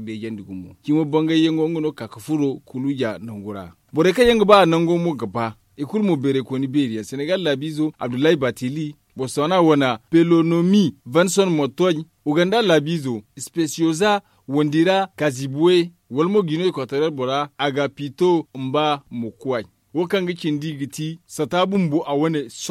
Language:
Zarma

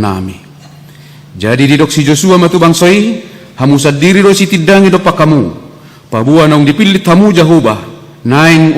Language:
Batak Toba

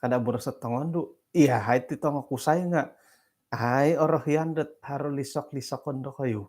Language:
Central Dusun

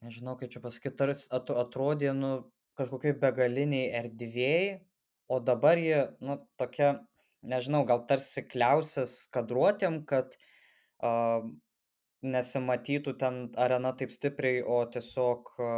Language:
Lithuanian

